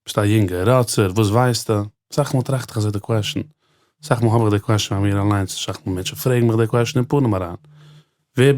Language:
Yiddish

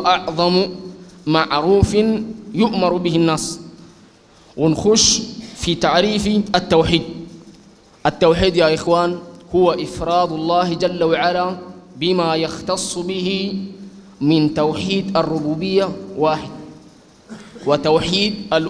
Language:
Sudanese Arabic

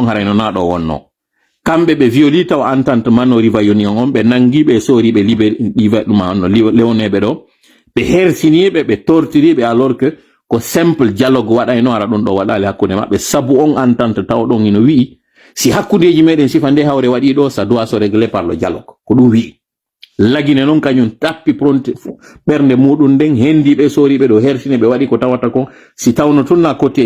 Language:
Fula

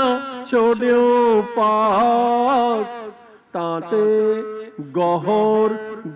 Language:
Punjabi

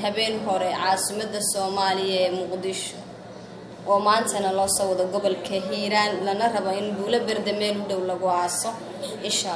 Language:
Somali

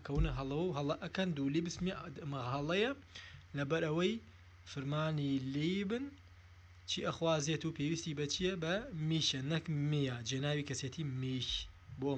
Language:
Central Kurdish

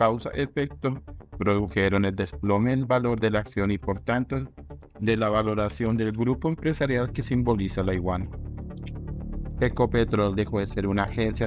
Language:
Spanish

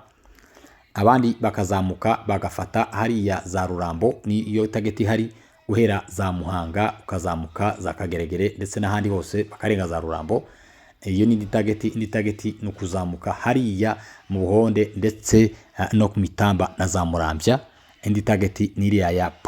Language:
Kinyarwanda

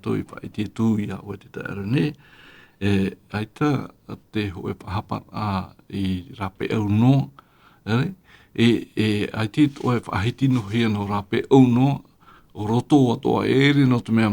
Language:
Tahitian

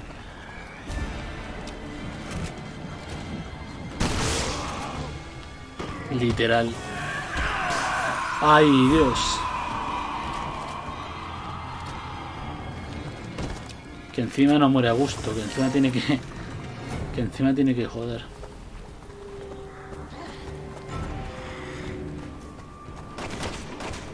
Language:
Spanish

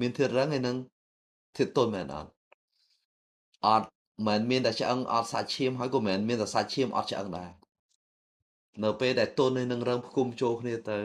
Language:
Khmer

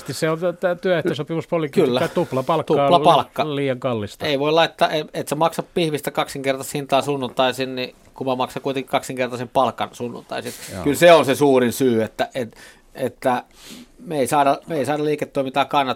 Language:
Finnish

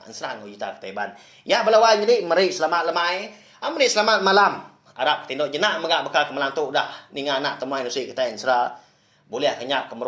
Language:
Iban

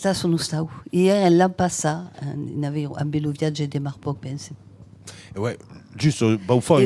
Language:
Occitan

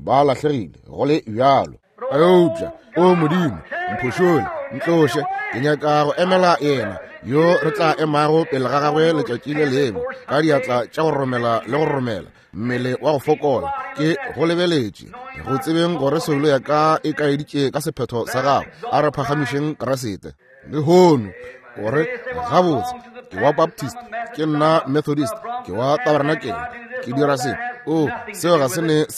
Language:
Northern Sotho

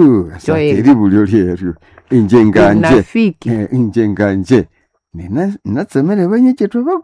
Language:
Nande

